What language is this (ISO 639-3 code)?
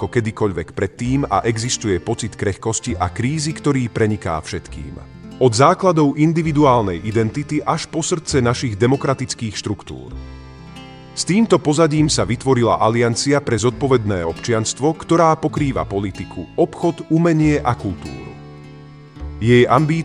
slk